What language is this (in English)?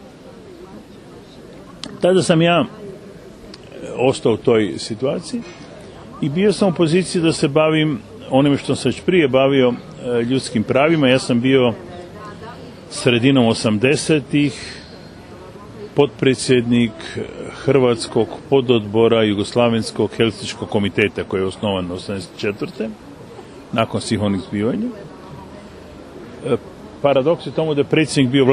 Croatian